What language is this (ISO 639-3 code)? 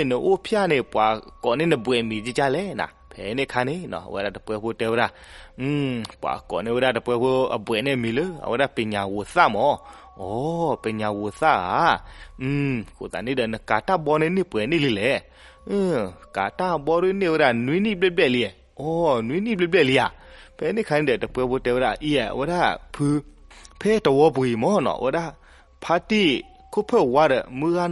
ksw